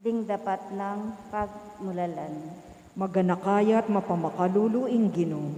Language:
Pampanga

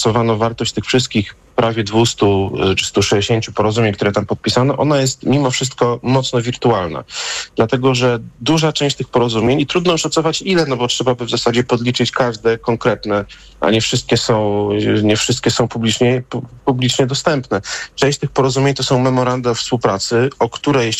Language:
Polish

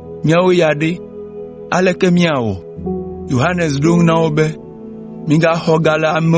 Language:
Ewe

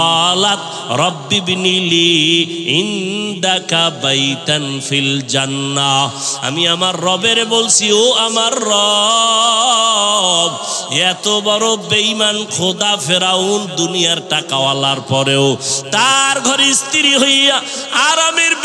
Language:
Bangla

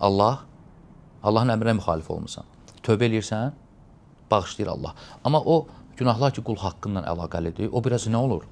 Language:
Azerbaijani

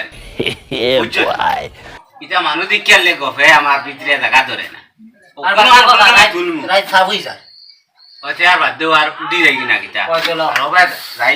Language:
Sylheti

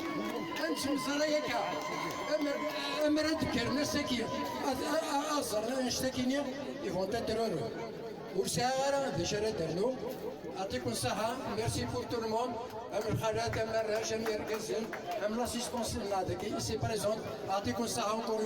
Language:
Kabyle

